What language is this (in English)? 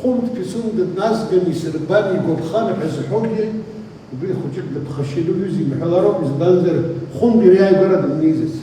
Abkhazian